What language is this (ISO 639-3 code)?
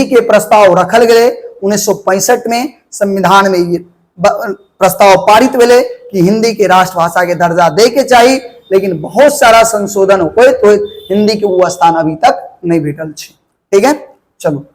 mai